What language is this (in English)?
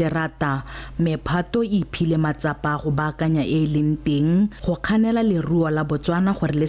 Tswana